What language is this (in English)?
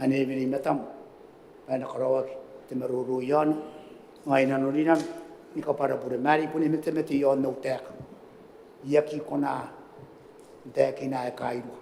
Gilbertese